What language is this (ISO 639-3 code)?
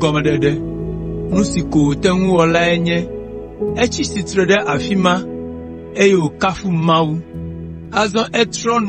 ewe